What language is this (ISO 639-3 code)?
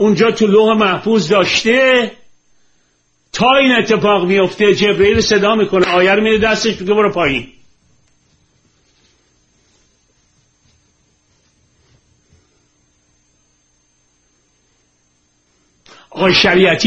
fas